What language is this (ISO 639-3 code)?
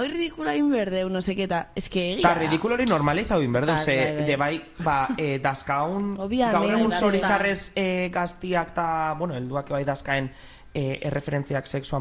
eus